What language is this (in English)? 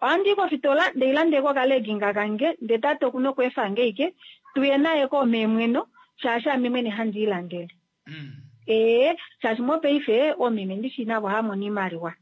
Kuanyama